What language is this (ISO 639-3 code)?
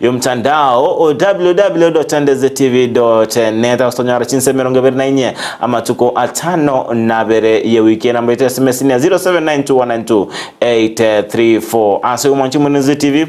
guz